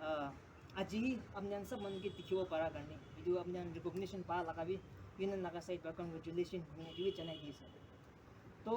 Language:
Naga Pidgin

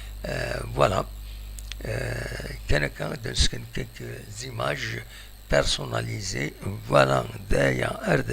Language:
Kabyle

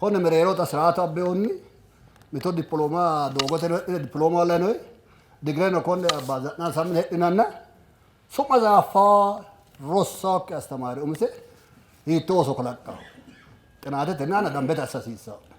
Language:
Sidamo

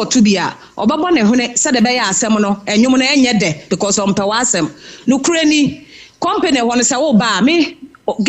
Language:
Akan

